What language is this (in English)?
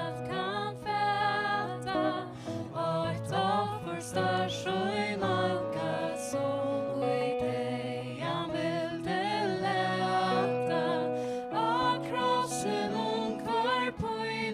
Faroese